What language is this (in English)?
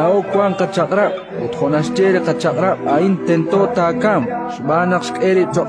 Kekchí